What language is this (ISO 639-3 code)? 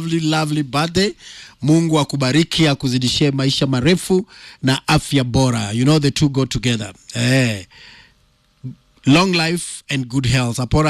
swa